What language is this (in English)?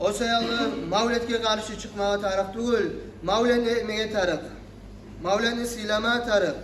Kumyk